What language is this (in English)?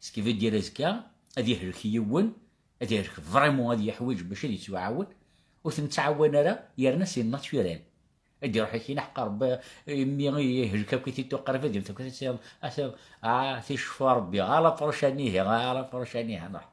Kabyle